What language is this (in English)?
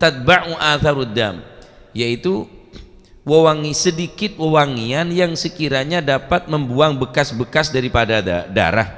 Madurese